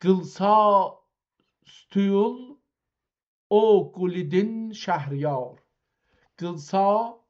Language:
South Azerbaijani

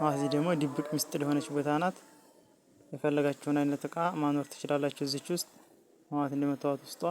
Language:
Amharic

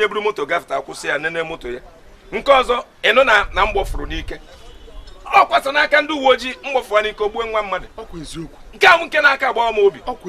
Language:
Igbo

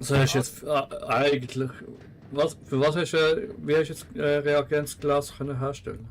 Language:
Swiss German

